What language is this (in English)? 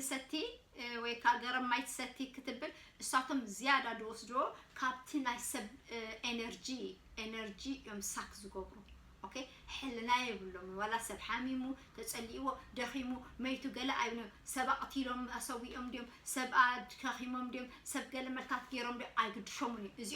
Tigrinya